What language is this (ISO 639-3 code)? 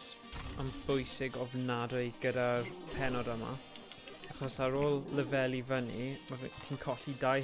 cym